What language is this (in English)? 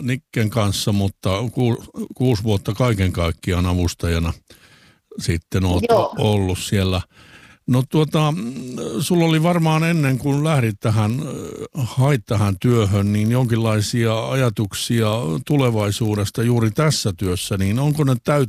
Finnish